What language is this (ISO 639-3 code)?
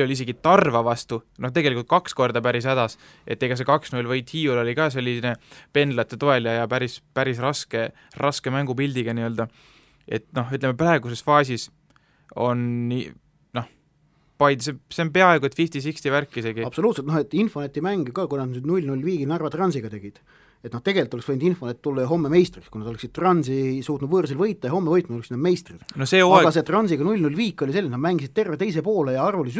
est